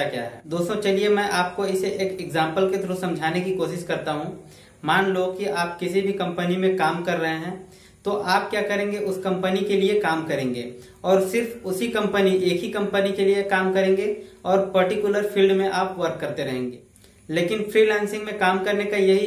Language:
Hindi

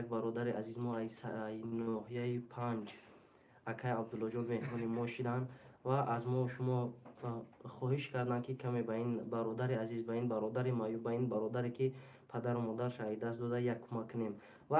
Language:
Tajik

